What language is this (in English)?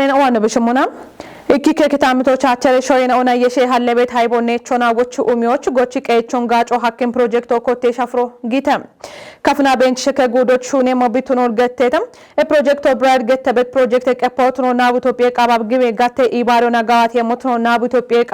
Kafa